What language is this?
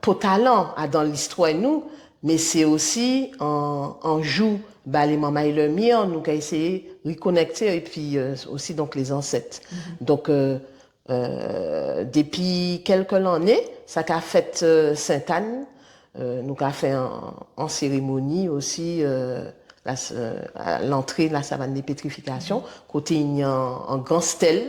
Guadeloupean Creole French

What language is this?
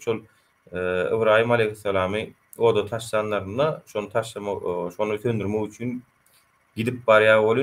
Turkmen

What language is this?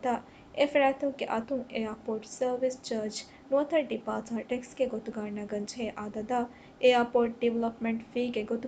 Divehi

